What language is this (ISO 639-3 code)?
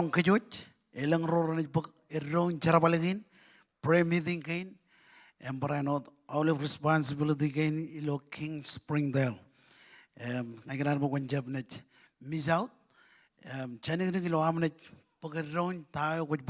mah